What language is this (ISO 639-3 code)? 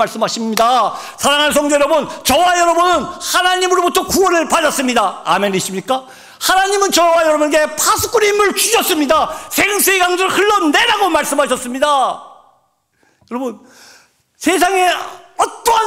kor